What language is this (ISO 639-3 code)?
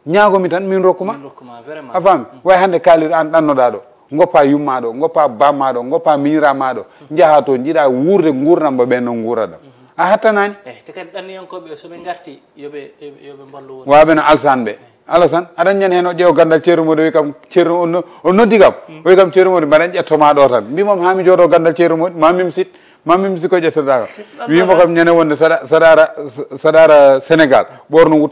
ful